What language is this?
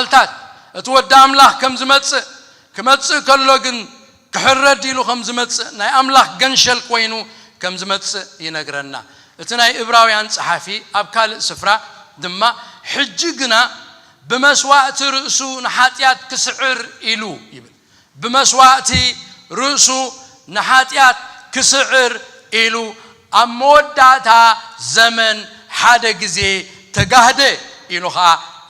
Tigrinya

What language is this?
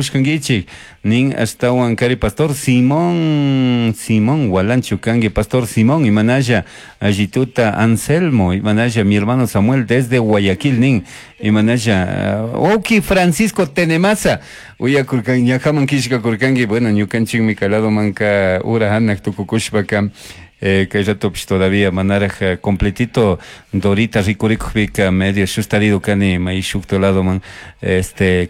Chimborazo Highland Quichua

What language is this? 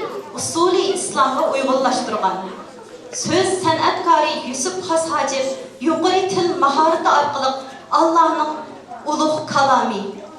Uyghur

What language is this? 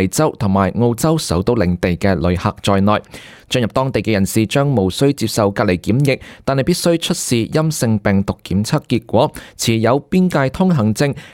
Cantonese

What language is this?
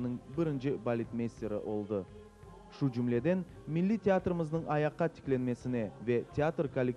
Crimean Tatar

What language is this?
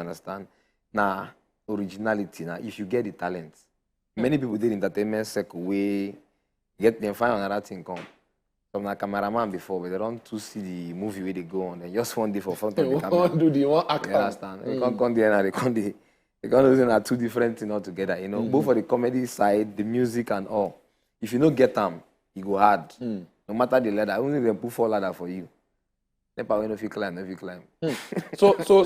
Nigerian Pidgin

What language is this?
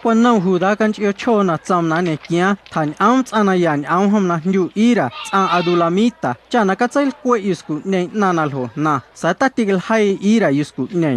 Guerrero Amuzgo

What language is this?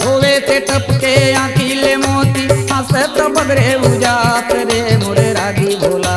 Chhattisgarhi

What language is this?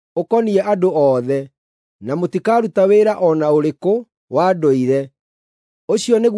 Kikuyu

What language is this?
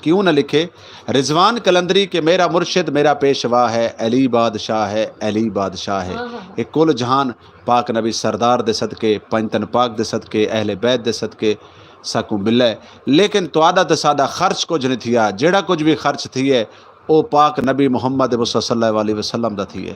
Saraiki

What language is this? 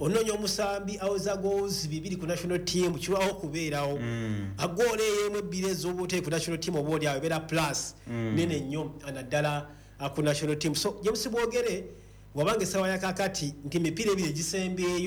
Ganda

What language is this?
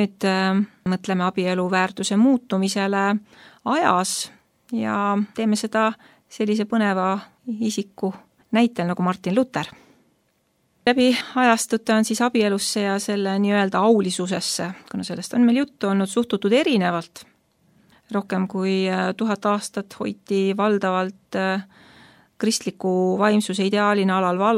Estonian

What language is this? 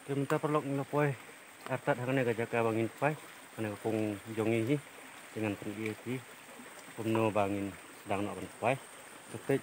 Khasi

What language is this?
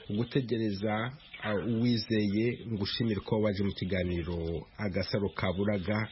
Kinyarwanda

